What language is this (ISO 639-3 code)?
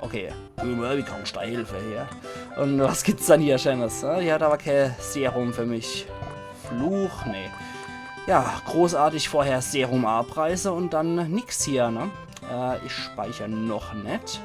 pfl